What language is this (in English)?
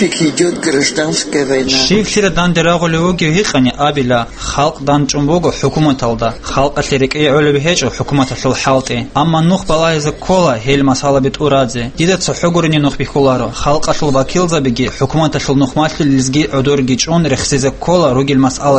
Avaric